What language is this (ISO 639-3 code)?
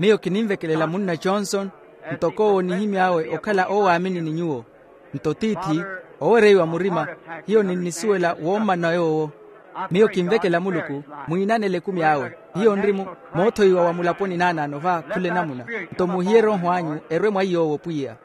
vmw